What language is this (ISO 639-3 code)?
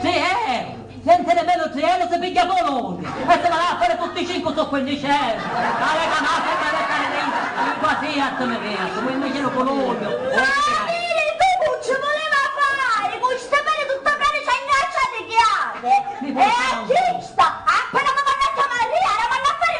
scn